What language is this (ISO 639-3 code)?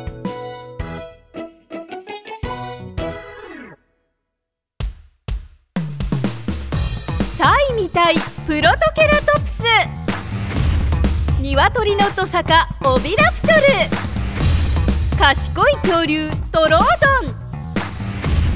jpn